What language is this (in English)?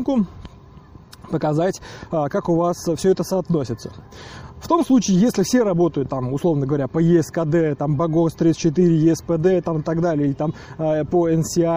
Russian